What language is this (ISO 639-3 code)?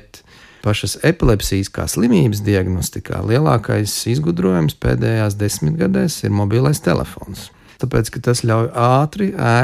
lav